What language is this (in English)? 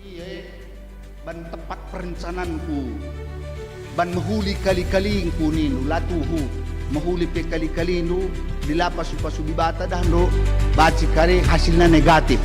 Batak Karo